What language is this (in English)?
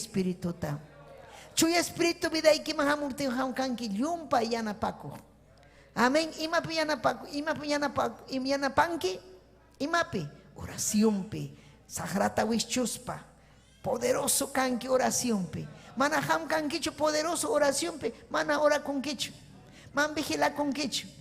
Ayacucho Quechua